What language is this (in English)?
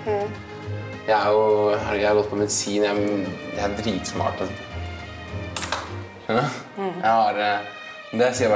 Norwegian